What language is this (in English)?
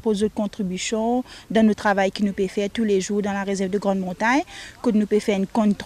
Morisyen